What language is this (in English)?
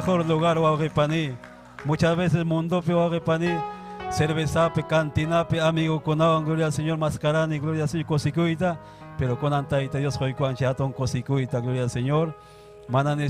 Ayacucho Quechua